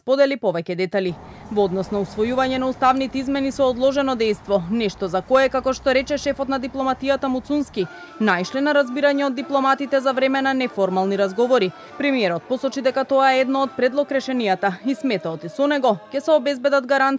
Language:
Macedonian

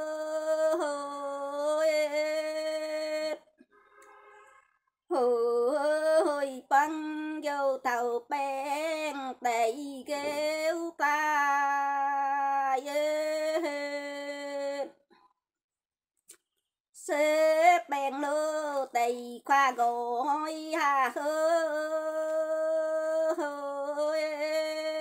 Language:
Vietnamese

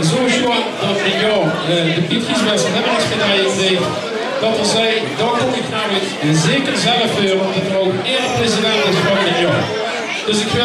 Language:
Limburgish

